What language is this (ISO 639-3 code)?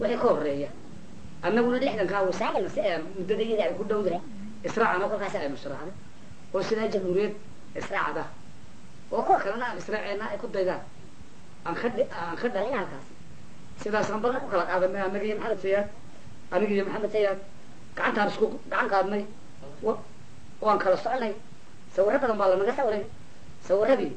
som